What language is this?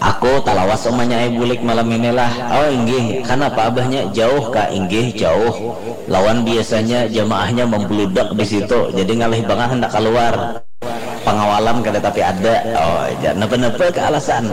Banjar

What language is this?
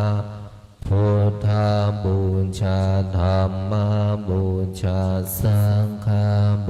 Pali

